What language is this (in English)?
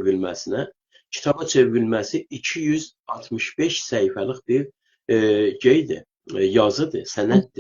South Azerbaijani